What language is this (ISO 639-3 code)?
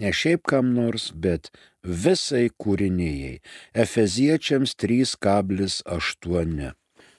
lit